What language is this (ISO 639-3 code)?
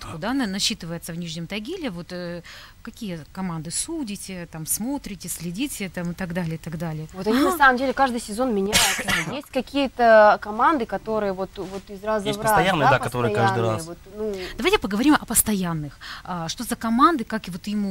rus